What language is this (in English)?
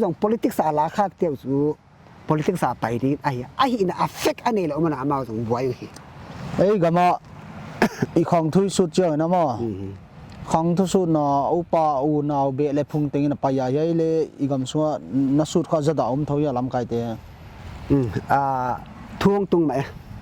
Paite Chin